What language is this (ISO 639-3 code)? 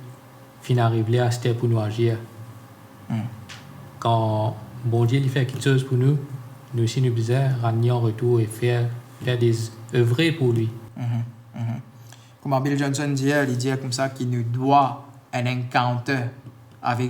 mfe